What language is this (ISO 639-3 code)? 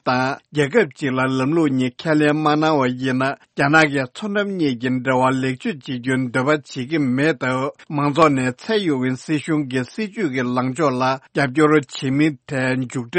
bod